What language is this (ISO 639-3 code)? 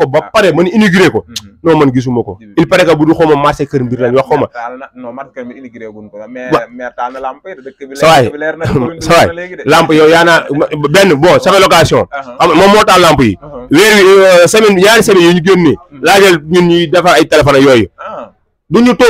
wol